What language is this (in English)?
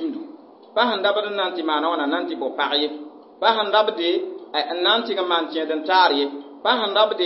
Mossi